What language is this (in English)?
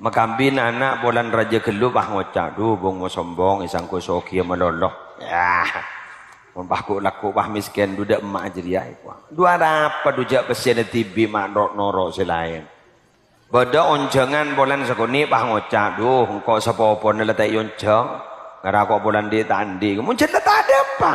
Madurese